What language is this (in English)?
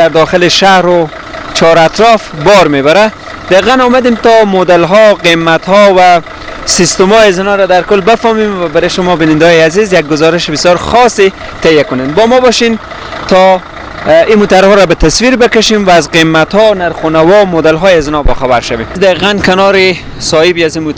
Persian